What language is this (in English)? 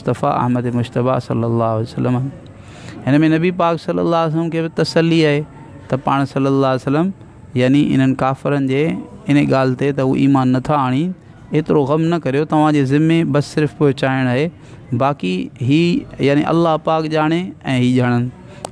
Sindhi